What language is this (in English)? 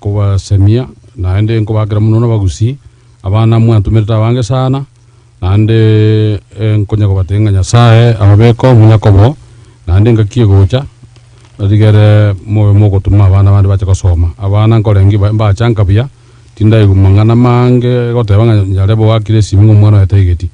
Gusii